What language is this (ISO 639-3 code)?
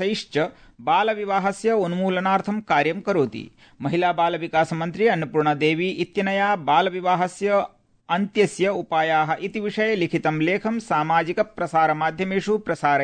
san